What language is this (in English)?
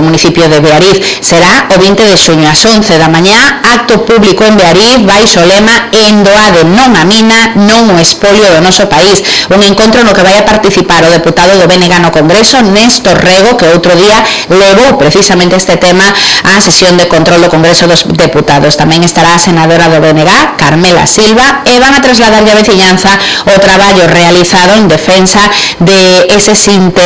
Galician